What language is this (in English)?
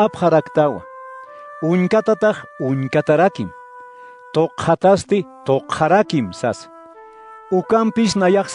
Aymara